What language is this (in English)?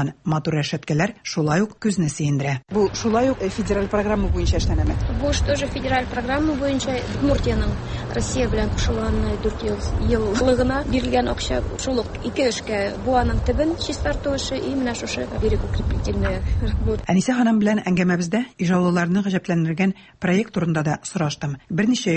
Tatar